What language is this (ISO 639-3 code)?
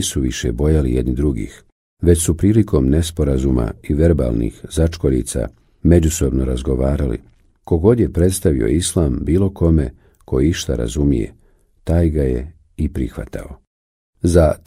bos